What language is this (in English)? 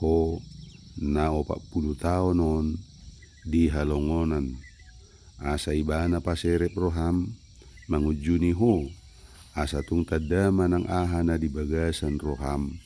Batak Toba